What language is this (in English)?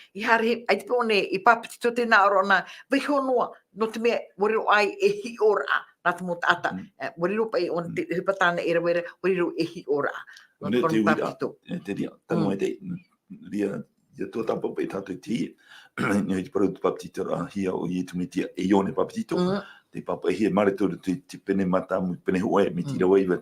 Tahitian